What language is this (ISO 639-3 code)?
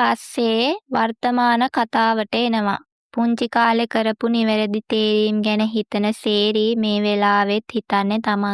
sin